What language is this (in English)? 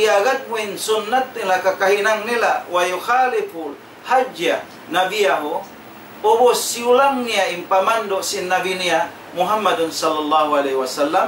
Tausug